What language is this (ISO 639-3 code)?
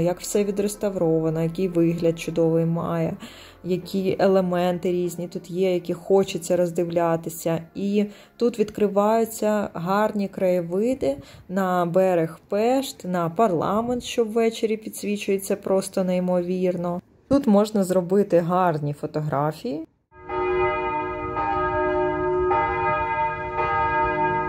ukr